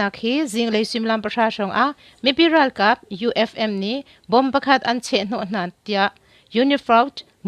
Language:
Hakha Chin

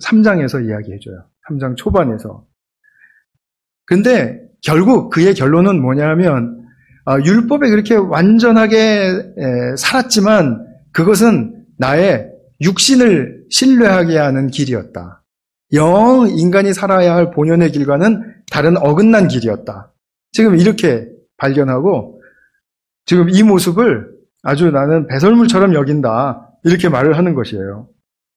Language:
Korean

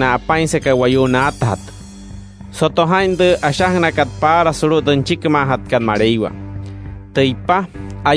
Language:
Wayuu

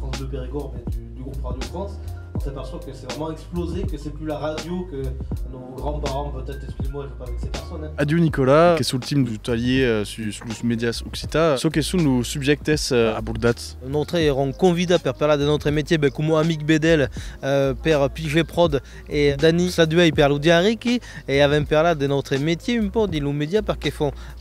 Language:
Occitan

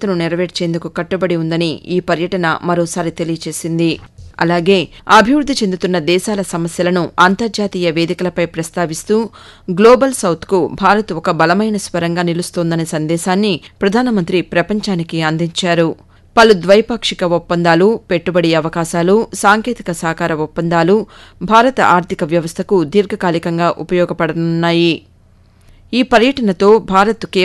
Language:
Telugu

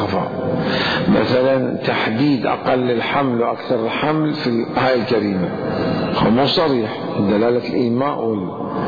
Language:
Mesopotamian Arabic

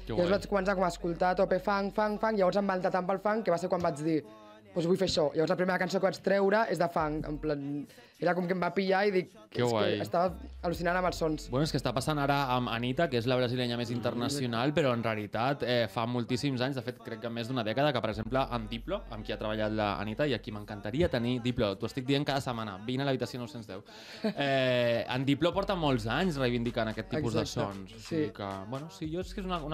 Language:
Catalan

